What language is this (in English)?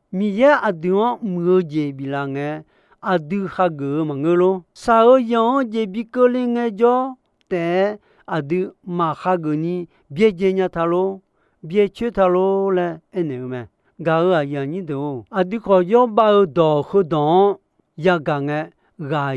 Akha